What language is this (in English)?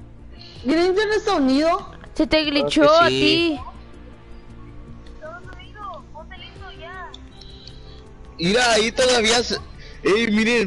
Spanish